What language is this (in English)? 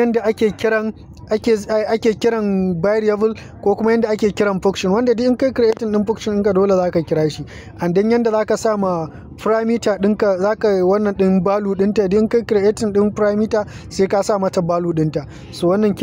Hausa